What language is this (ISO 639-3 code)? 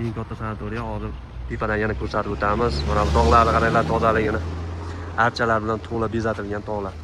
uzb